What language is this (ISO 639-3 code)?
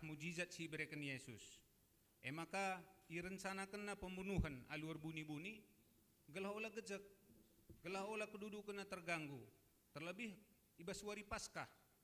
btx